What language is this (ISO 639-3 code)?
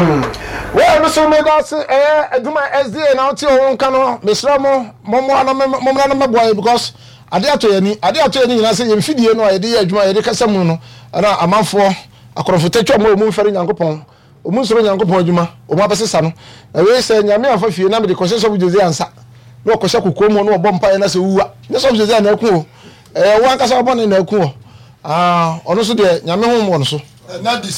aka